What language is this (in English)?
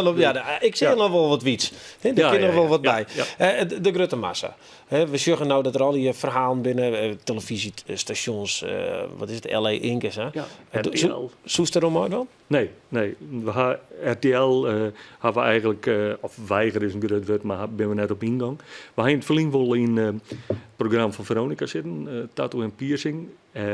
Western Frisian